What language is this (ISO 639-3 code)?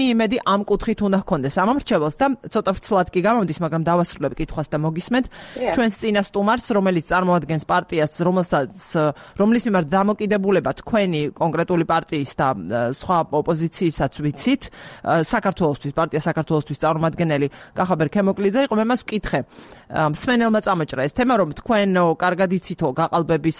kat